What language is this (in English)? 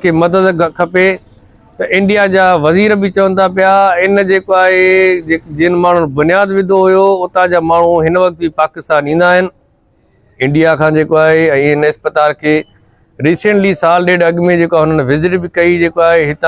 Sindhi